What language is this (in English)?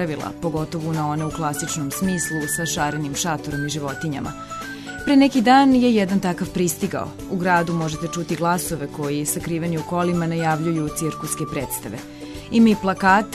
Serbian